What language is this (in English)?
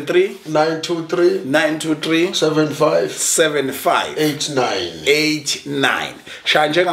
Zulu